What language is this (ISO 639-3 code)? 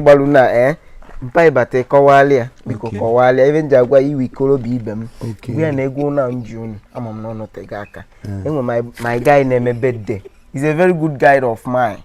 ibo